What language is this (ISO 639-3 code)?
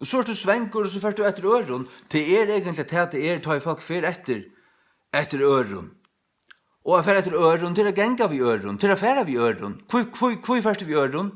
fao